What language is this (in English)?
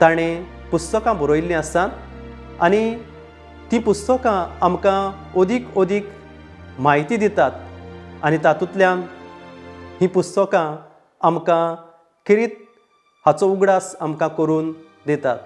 Konkani